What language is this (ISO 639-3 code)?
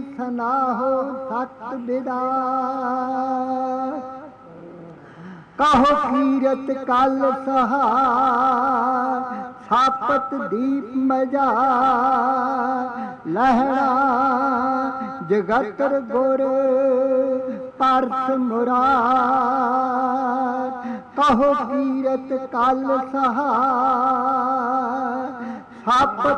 pan